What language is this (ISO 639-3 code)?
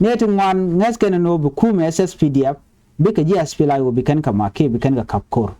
nus